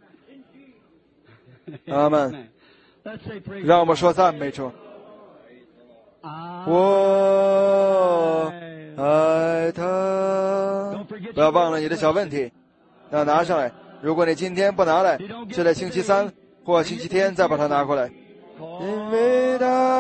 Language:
Chinese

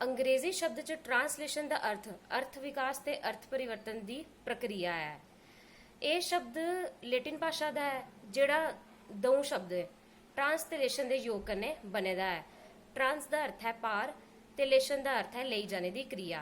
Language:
Dogri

